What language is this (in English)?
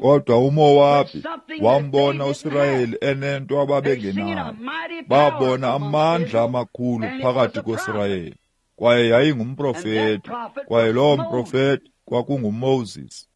Xhosa